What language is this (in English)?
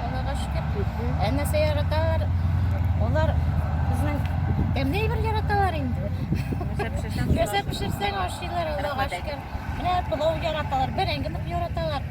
Tatar